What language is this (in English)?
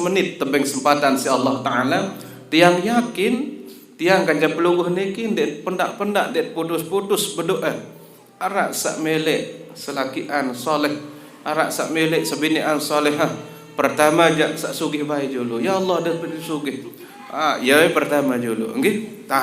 Sasak